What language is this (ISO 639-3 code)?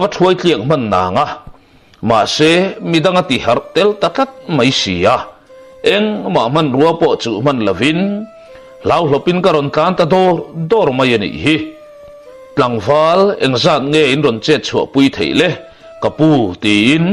lus